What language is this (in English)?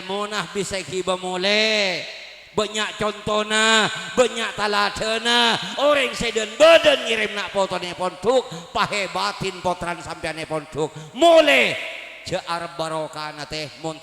Madurese